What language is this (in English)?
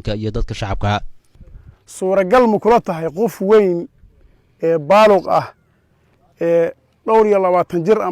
Somali